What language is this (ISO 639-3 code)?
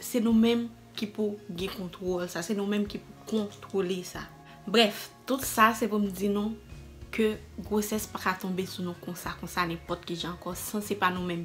hat